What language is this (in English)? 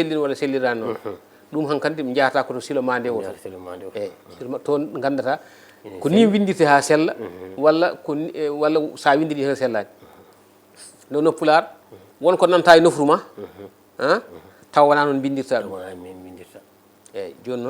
Fula